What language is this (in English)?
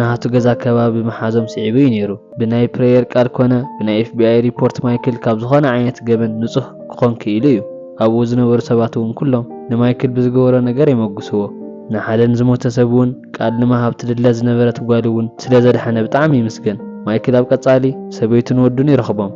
Tigrinya